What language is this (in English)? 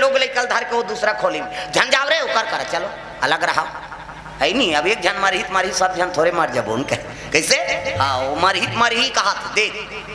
Chhattisgarhi